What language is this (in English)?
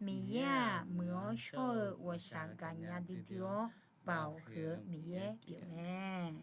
Akha